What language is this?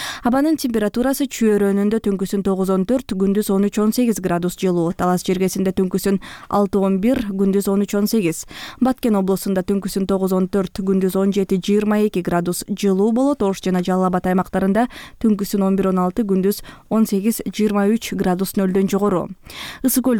Kyrgyz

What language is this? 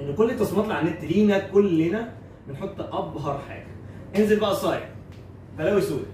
Egyptian Arabic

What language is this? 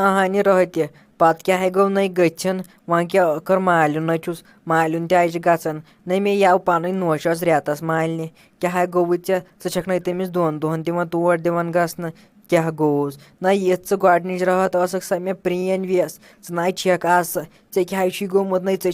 Kashmiri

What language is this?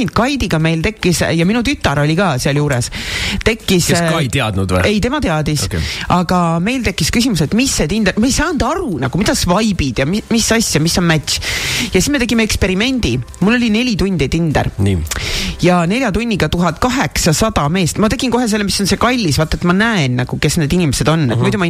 Estonian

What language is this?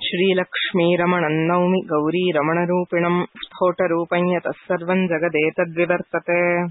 Sanskrit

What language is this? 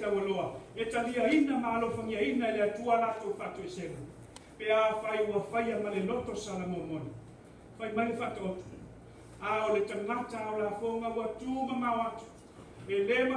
Samoan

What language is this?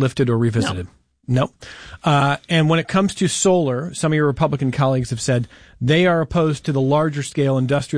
English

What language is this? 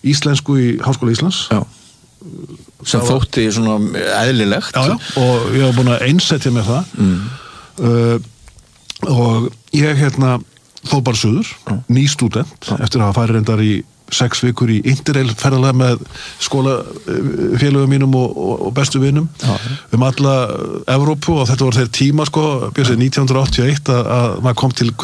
Icelandic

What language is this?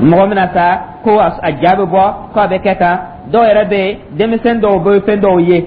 Dyula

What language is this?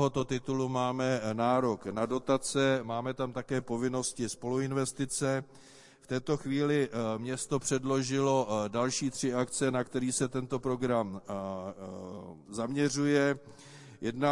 Czech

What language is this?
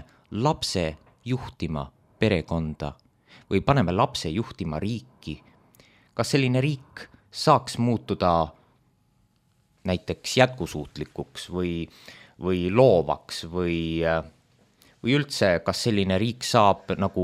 Estonian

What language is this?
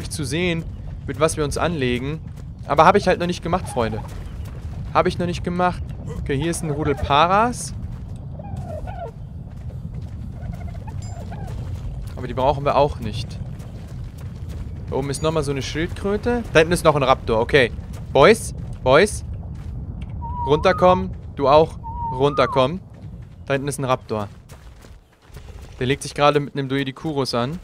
German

